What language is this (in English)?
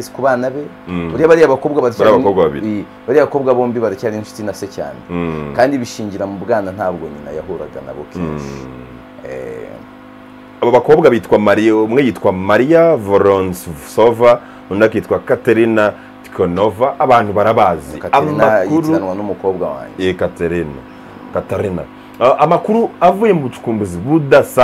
Kinyarwanda